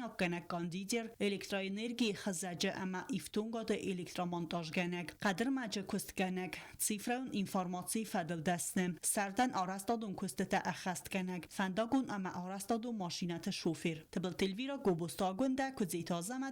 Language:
Ossetic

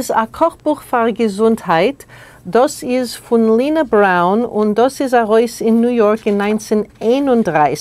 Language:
Yiddish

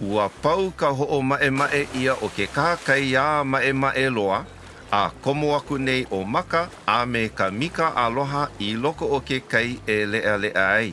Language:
Hawaiian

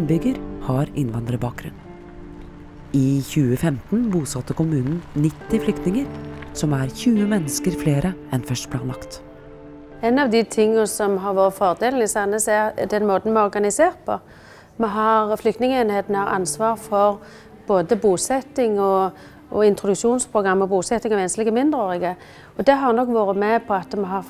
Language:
Norwegian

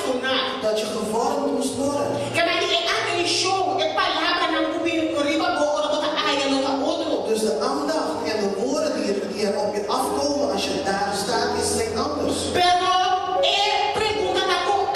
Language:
Papiamento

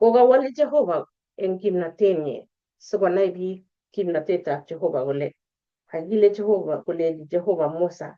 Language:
Kalenjin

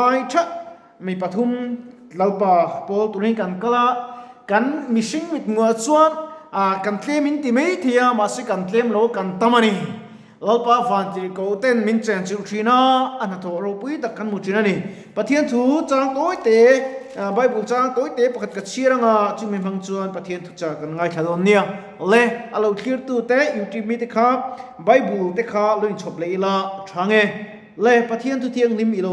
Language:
Mizo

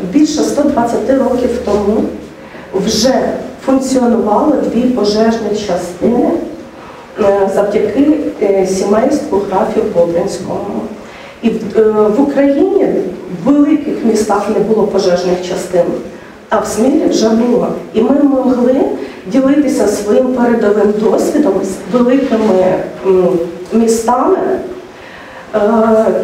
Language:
Ukrainian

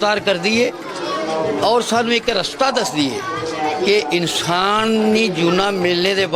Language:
Dogri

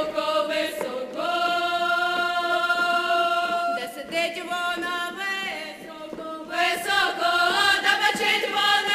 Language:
Ukrainian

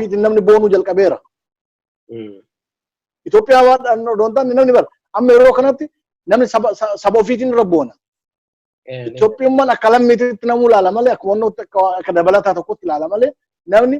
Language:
Oromo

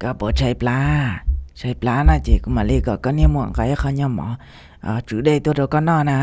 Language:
Hmong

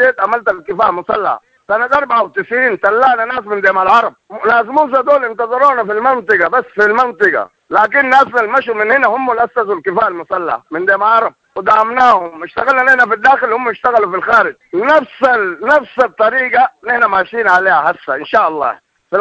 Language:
Sudanese Arabic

